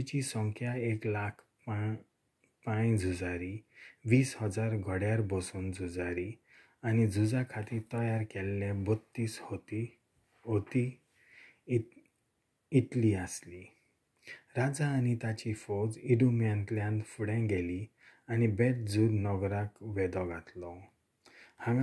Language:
Konkani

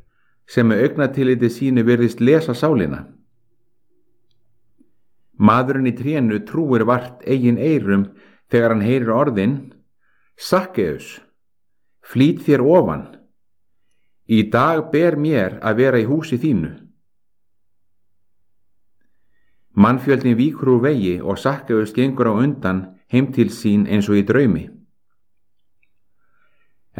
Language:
Icelandic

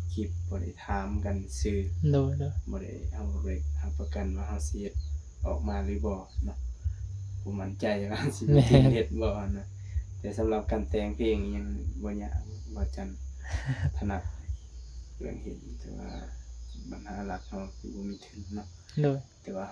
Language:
Northeastern Thai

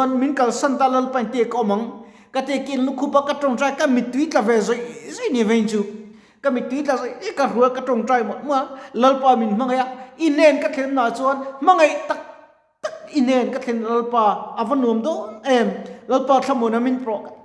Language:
Mizo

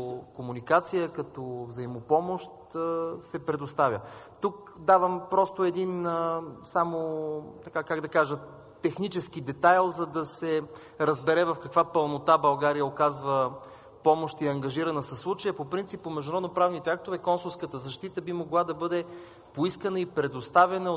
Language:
Bulgarian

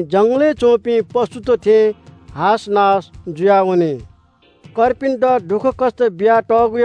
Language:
Newari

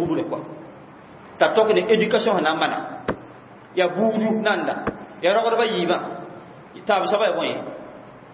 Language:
Mossi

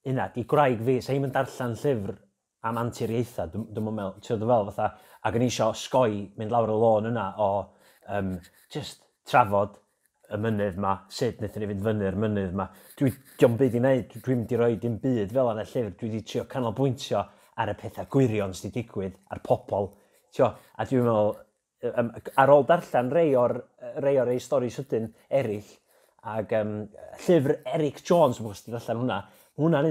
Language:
Welsh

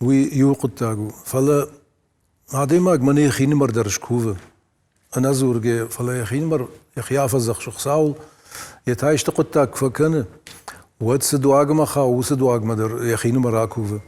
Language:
Ossetic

